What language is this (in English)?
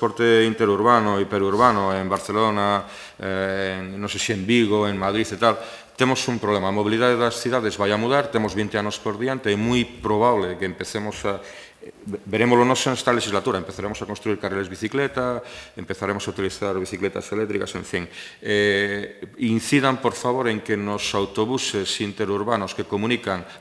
Galician